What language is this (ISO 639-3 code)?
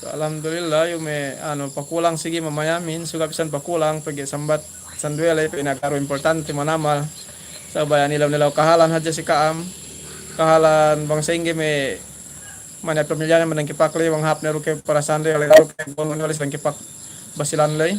yka